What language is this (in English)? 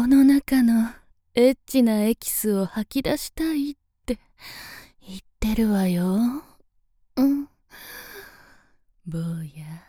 Japanese